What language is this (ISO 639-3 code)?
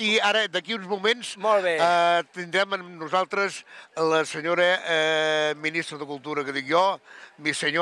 cat